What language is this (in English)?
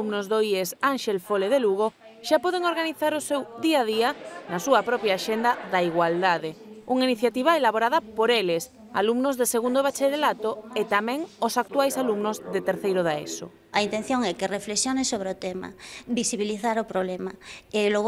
Galician